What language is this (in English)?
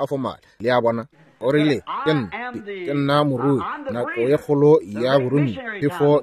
Northern Sotho